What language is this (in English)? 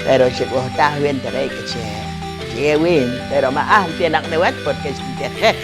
Poqomchi'